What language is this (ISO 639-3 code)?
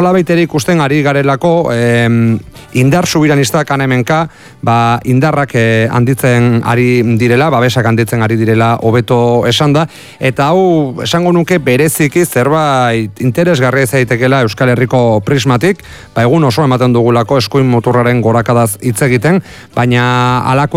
eus